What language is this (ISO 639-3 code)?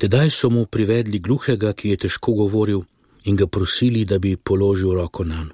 slv